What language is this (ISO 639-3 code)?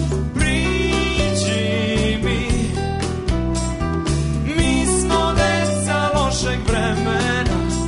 hrv